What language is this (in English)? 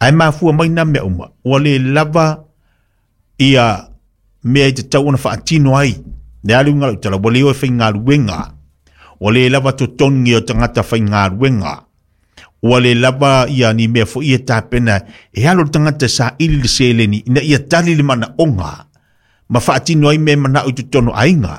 Samoan